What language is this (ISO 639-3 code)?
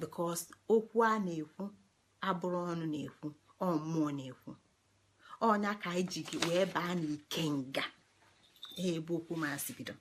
ibo